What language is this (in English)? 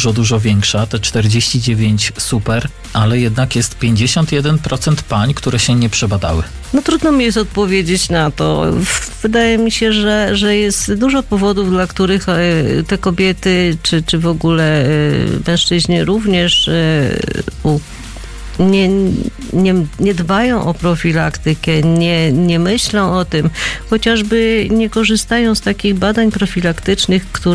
Polish